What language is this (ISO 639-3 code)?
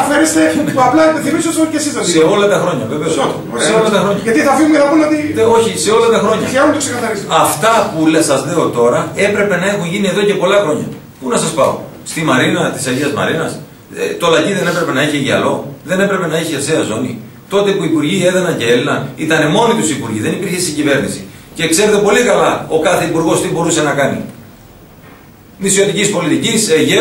ell